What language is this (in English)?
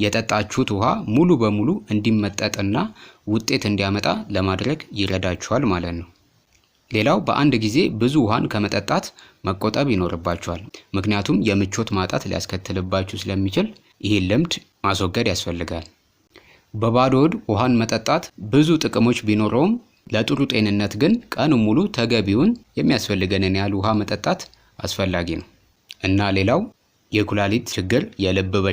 Amharic